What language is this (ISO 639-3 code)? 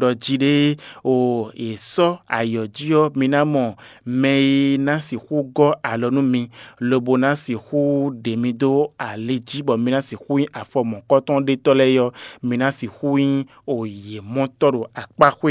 fon